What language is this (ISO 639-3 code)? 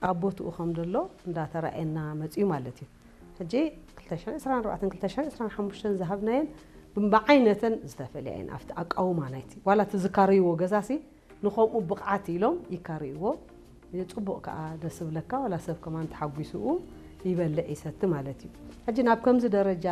tir